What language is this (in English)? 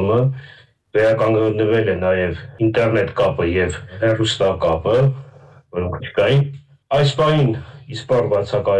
Armenian